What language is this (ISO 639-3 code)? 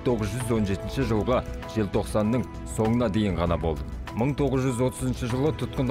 kaz